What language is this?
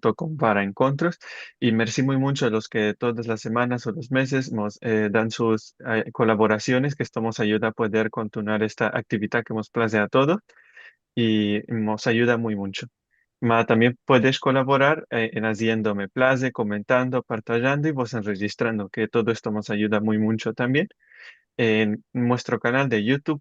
Ladino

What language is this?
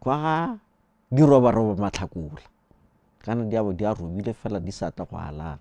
Tswana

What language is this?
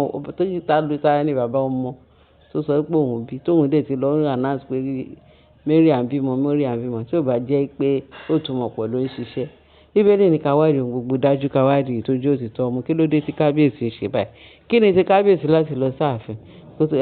Yoruba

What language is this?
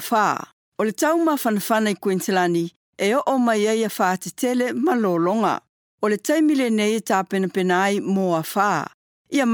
Samoan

